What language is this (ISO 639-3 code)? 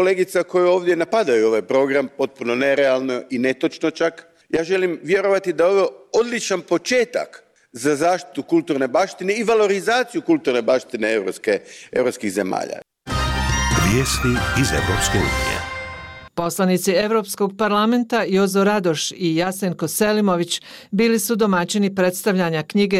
bos